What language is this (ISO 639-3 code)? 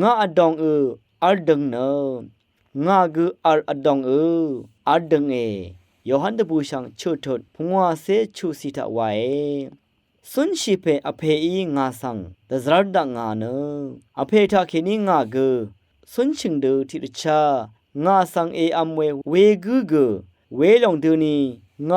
raw